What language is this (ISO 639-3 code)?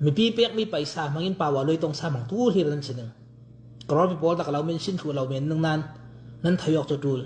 cnh